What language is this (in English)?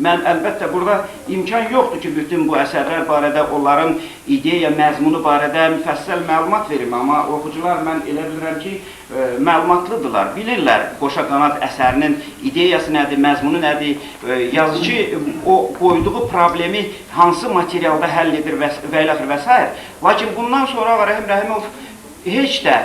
Azerbaijani